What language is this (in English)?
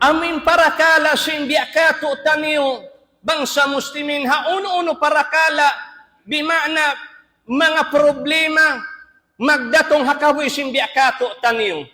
Tausug